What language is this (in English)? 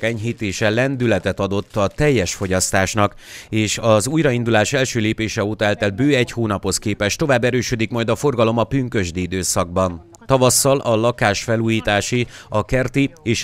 Hungarian